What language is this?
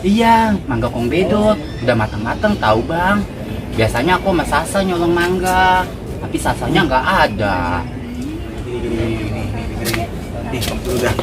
Betawi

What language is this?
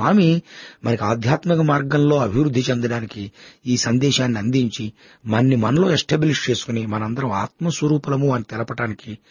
Telugu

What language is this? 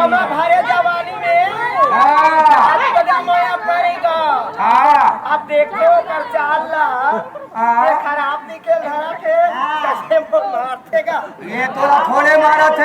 Chhattisgarhi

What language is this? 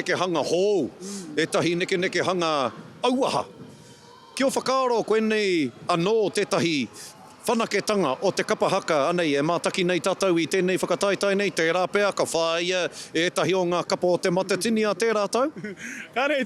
Māori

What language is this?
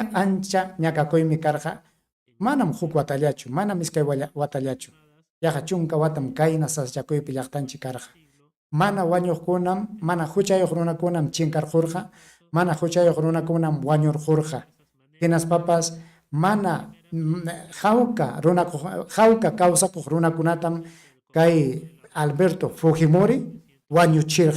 Ayacucho Quechua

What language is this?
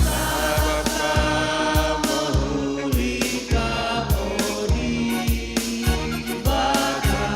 Batak Karo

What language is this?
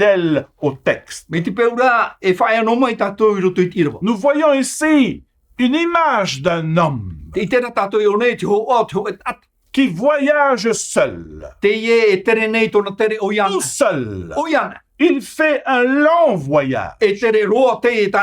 Tahitian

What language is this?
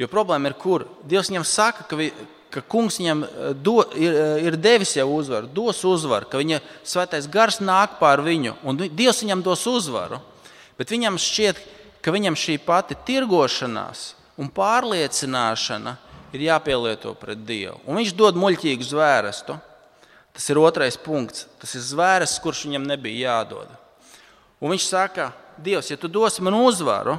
Latvian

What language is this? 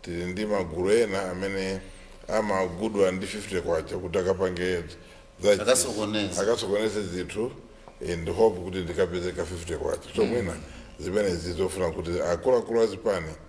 Nyanja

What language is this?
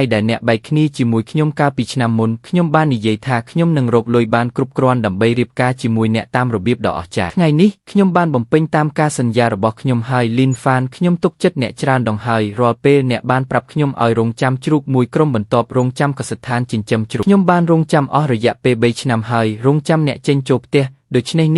Khmer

